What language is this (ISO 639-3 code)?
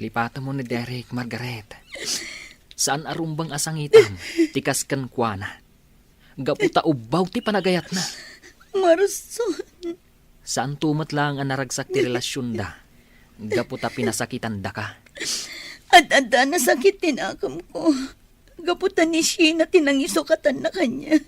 ilo